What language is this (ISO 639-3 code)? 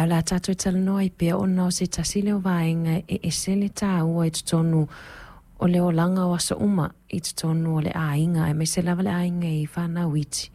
smo